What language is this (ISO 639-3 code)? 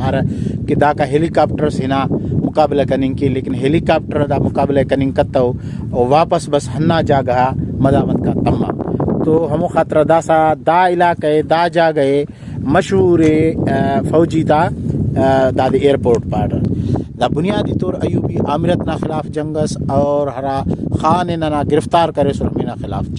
brh